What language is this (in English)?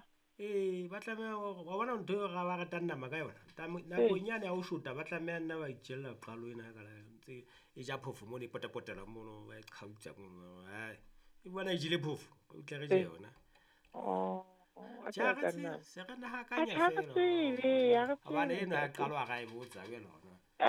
Southern Sotho